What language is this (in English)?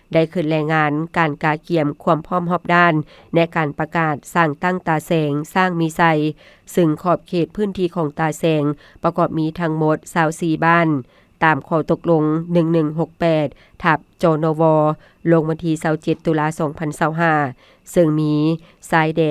Lao